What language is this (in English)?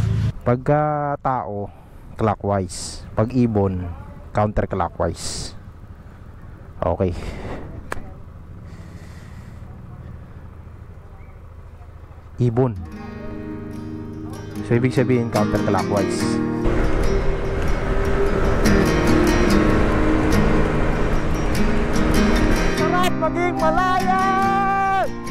Filipino